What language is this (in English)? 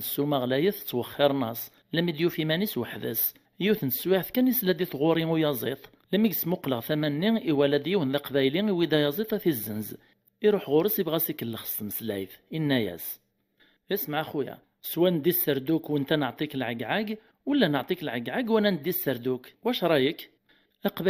Kabyle